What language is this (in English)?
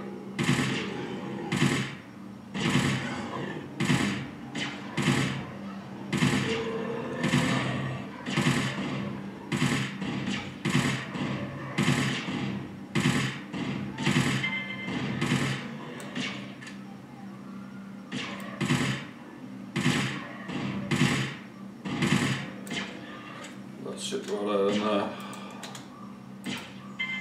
Danish